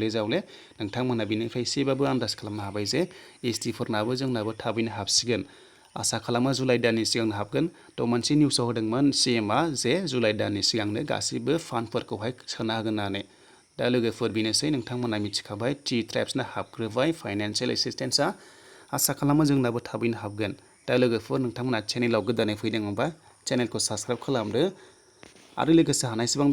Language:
Bodo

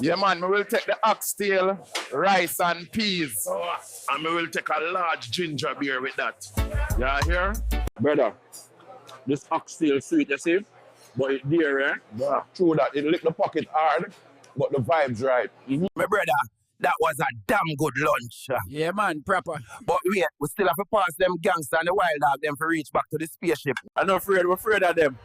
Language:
Jamaican Creole English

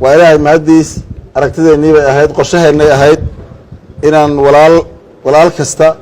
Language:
Somali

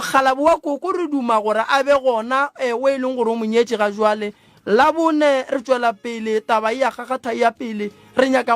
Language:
Northern Sotho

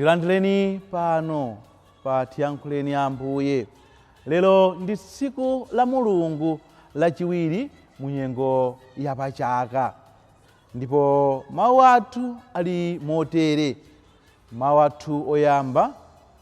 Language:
Nyanja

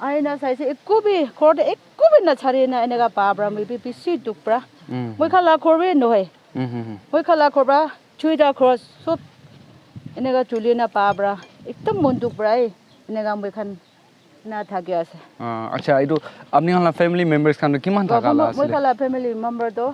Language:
Naga Pidgin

